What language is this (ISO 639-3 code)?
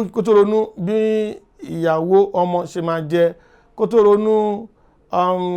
yor